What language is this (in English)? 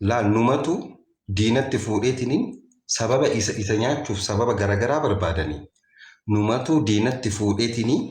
Oromo